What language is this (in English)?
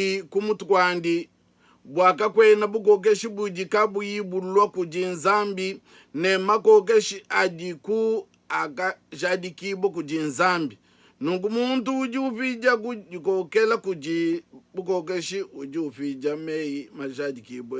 Luba-Lulua